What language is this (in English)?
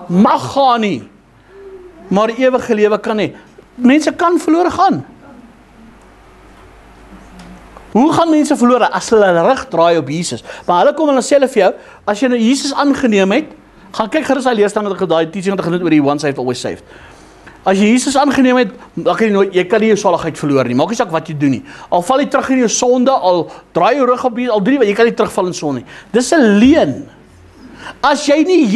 Afrikaans